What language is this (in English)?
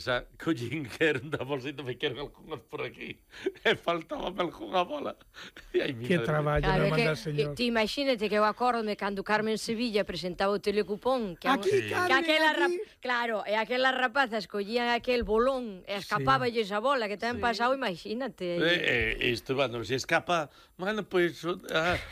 Galician